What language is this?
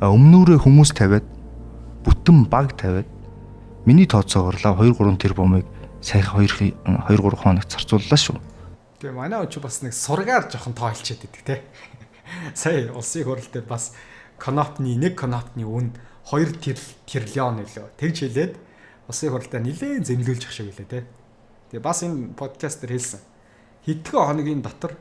Mongolian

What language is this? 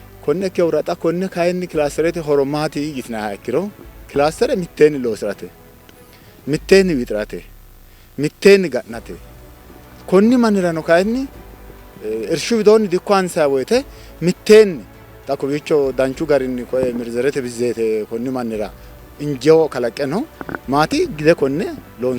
Sidamo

